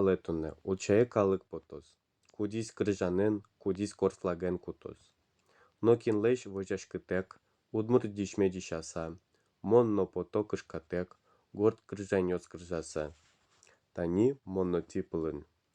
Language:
Udmurt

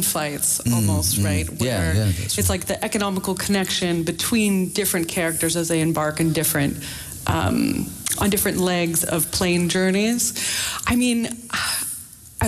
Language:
English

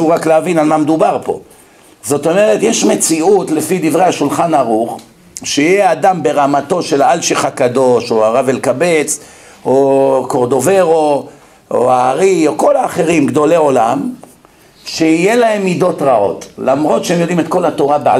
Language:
Hebrew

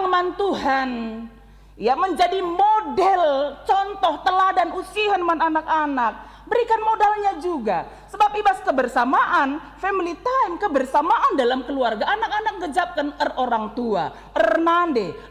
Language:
Batak Karo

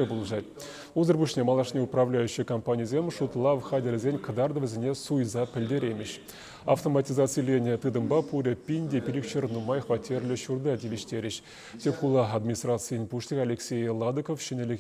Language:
Chuvash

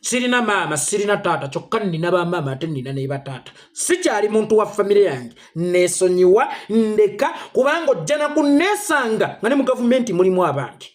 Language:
Ganda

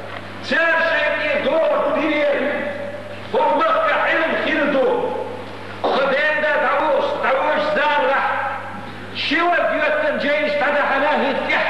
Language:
Chechen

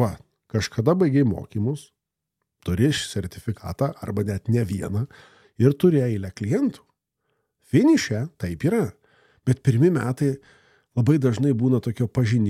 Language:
Lithuanian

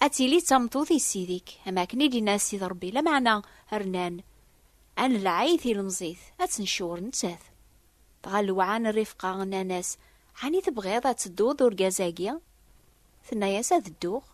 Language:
Kabyle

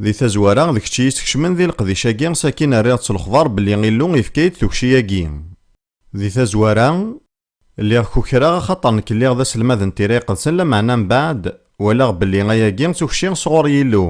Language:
Kabyle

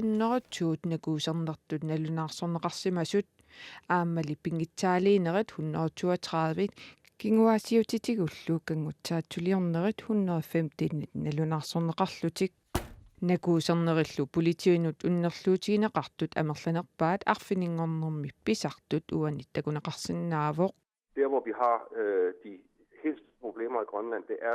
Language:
Kalaallisut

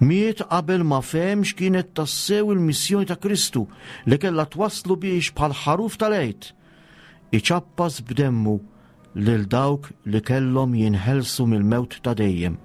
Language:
Maltese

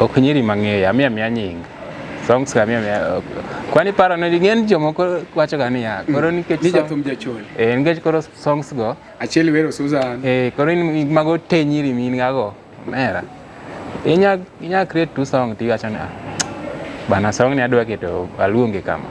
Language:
Luo (Kenya and Tanzania)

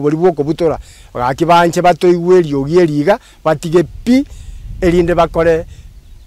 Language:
Gusii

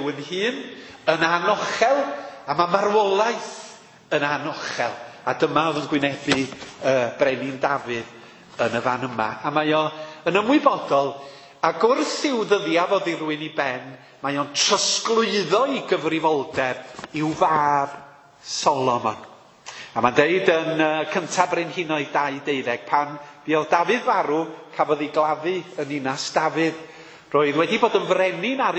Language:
Welsh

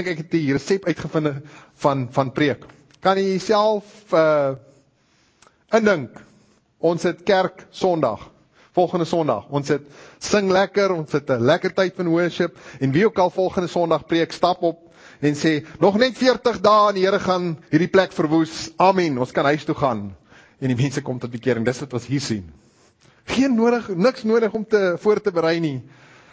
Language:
Afrikaans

